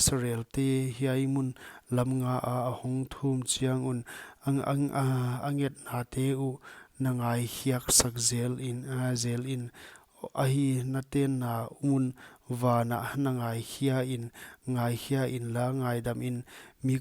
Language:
Paite Chin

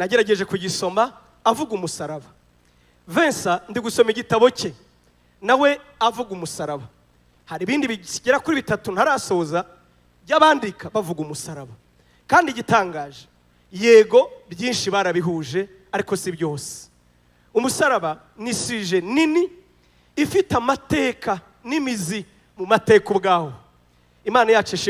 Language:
Kinyarwanda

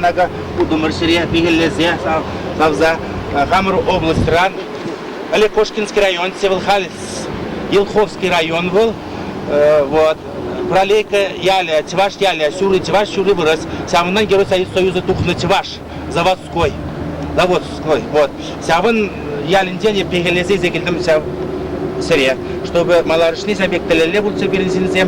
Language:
Chuvash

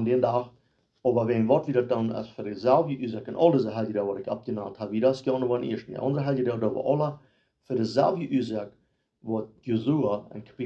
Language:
Plautdietsch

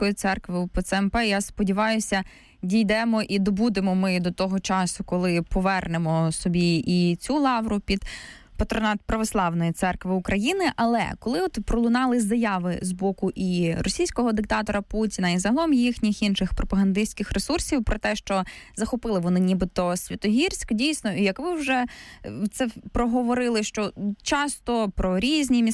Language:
Ukrainian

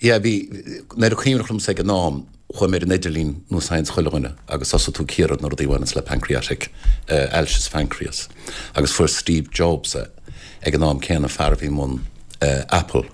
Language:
Irish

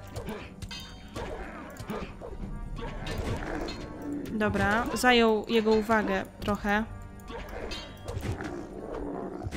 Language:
Polish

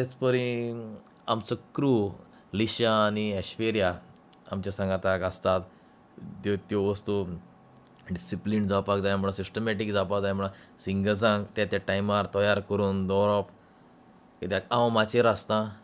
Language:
Konkani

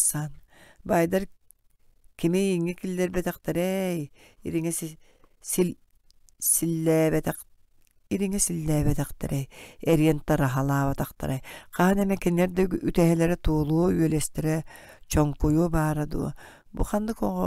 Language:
Yakut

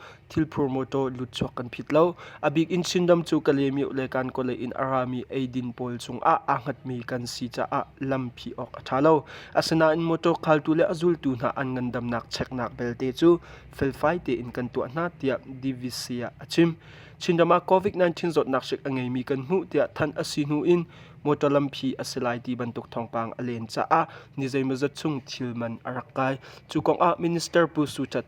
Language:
Hakha Chin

